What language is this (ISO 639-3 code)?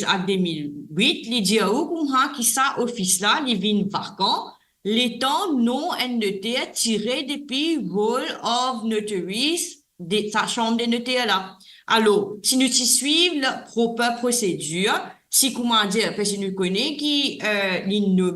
mfe